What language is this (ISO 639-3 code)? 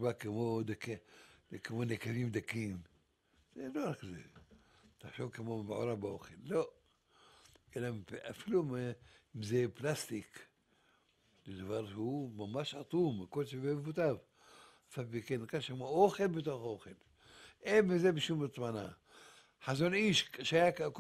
heb